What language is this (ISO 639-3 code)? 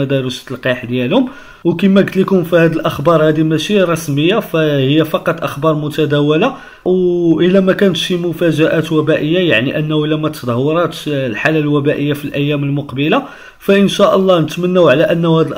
ary